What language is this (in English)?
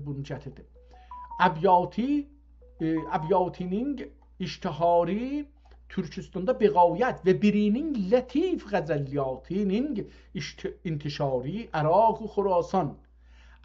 South Azerbaijani